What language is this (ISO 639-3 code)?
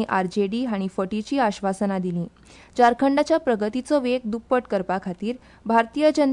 kok